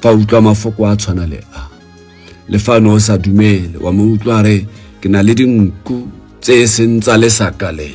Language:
Tswana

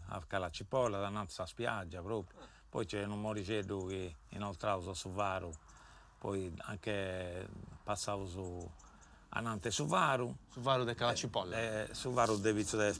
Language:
Sardinian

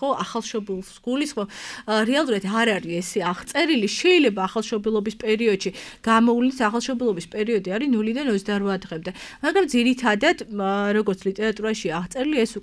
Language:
Georgian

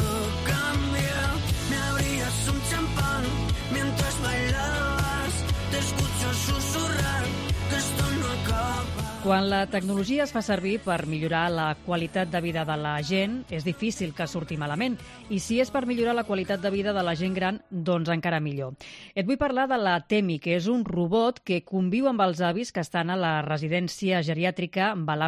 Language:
Catalan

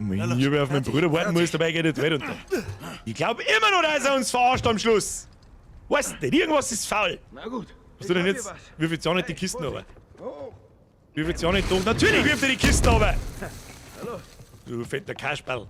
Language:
Bavarian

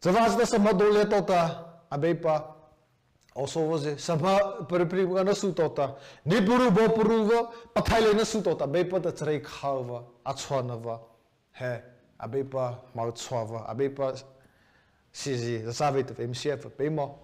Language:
Mara Chin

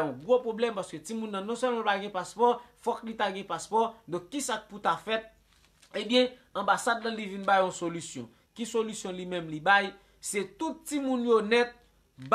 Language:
Haitian Creole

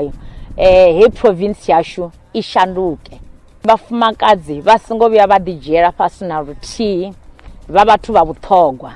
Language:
Venda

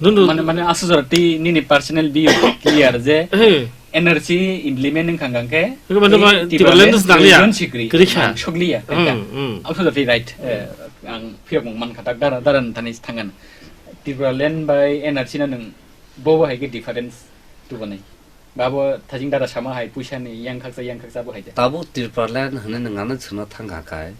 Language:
Kok Borok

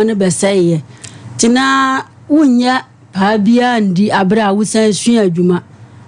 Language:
Akan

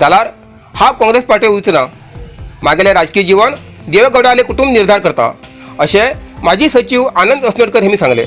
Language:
Konkani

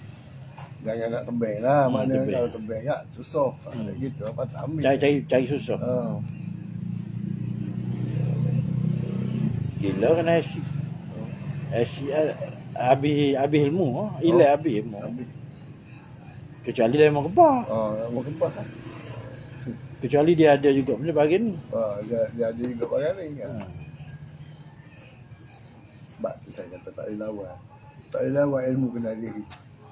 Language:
Malay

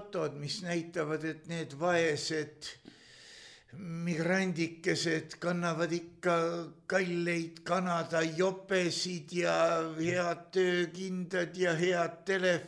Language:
Estonian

